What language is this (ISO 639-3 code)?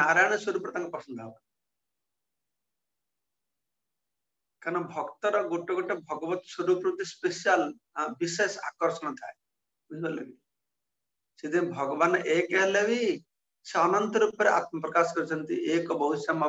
ori